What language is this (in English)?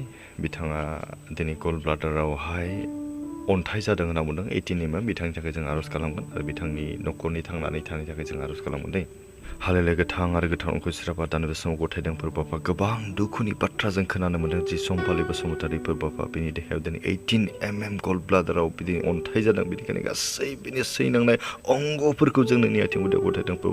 Bodo